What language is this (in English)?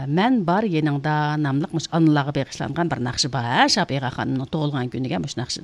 Uyghur